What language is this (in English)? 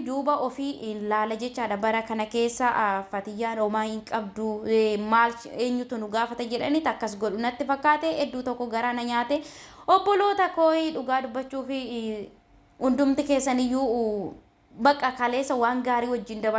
Oromo